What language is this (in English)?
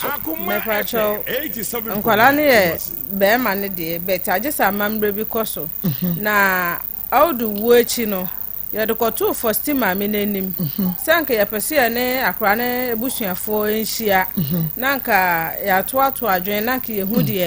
Akan